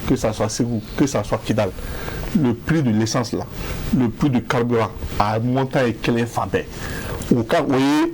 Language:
Bambara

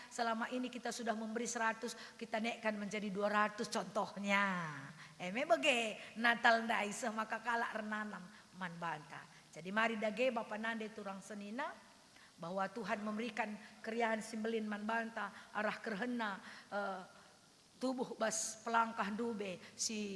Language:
Batak Karo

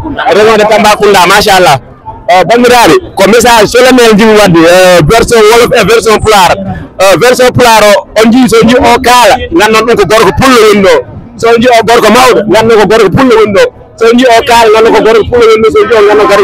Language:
Fula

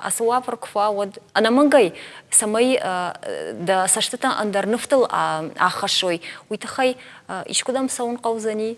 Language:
Ossetic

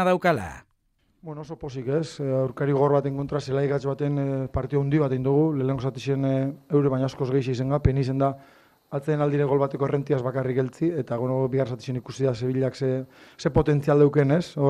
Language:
Basque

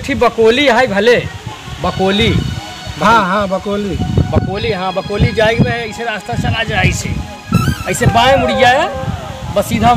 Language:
Awadhi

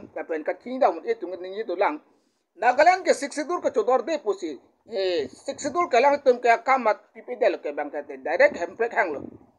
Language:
Karbi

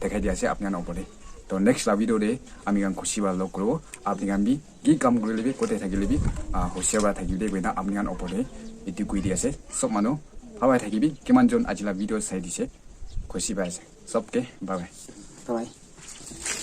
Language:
Naga Pidgin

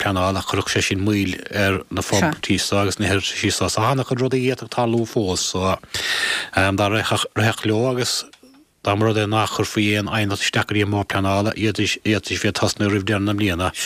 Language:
Irish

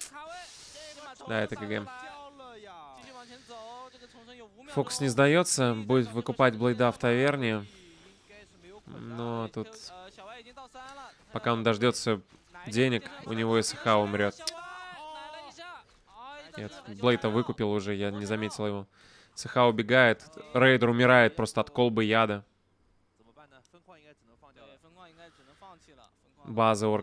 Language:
Russian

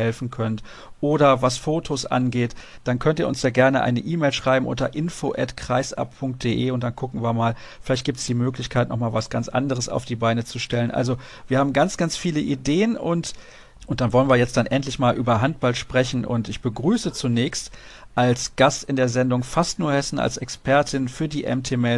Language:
German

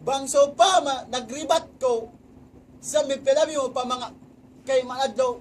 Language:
Tausug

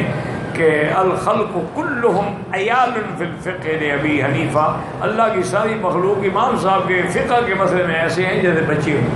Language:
Urdu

